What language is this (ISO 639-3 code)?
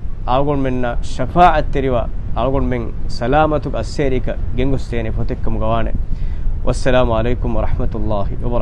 div